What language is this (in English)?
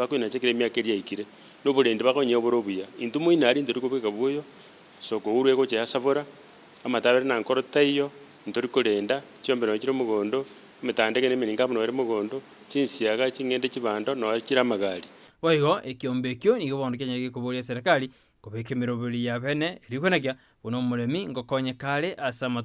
Gusii